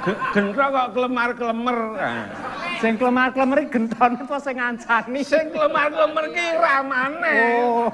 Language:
Javanese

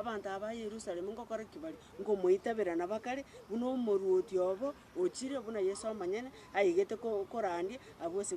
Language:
Gusii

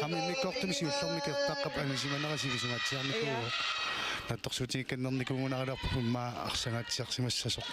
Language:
Kalaallisut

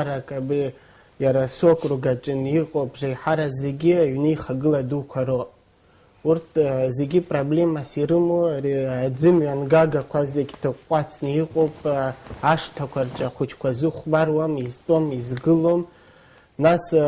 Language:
Abkhazian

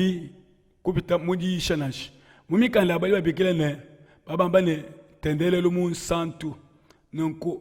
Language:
Luba-Lulua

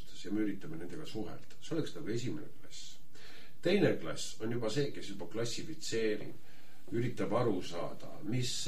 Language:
Estonian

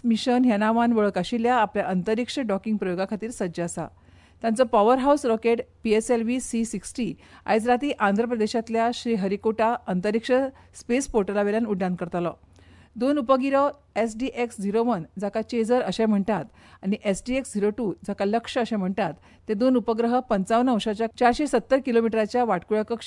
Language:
Konkani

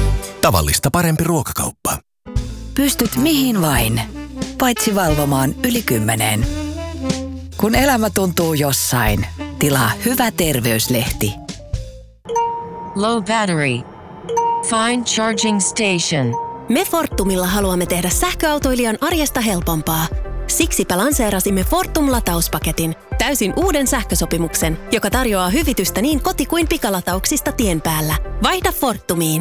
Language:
Finnish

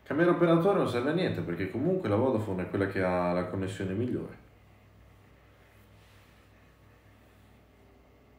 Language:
Italian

